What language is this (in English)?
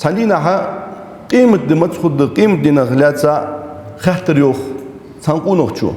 Ingush